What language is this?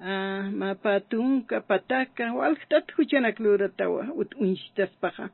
Aymara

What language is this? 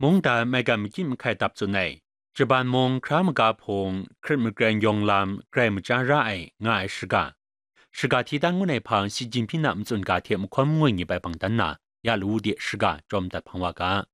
Kachin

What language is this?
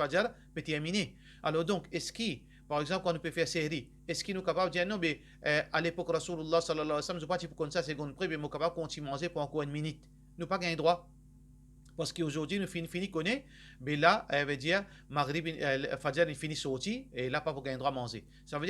Morisyen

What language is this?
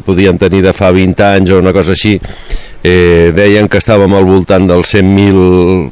Catalan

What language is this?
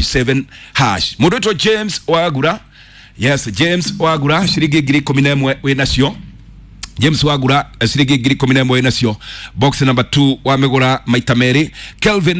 Kikuyu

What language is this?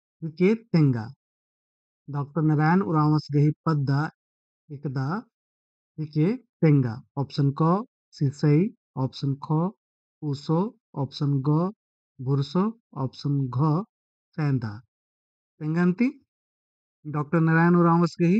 Kurukh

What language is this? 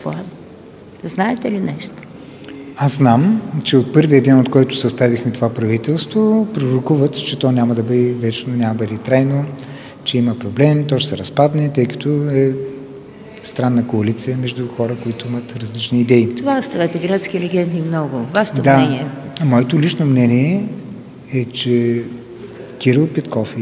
Bulgarian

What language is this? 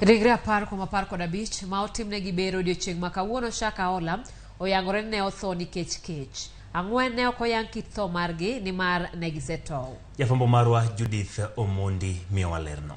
Luo (Kenya and Tanzania)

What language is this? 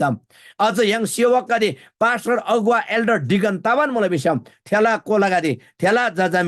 Eastern Tamang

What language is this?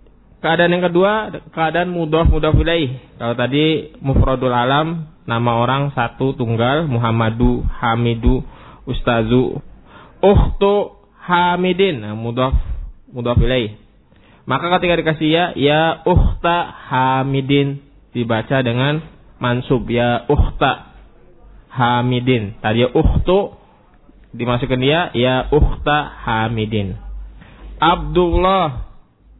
Indonesian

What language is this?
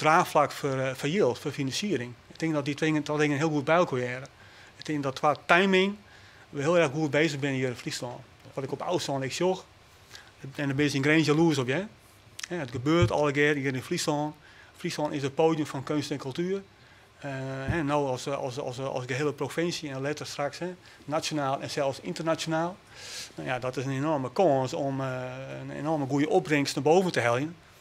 Western Frisian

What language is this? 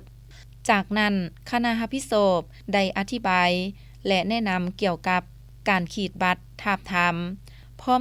Lao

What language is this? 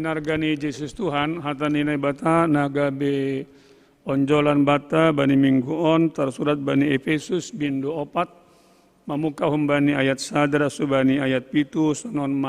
Batak Simalungun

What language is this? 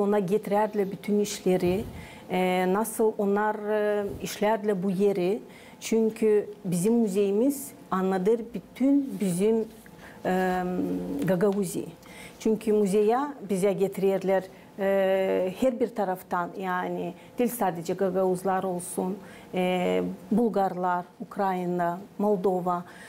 Gagauz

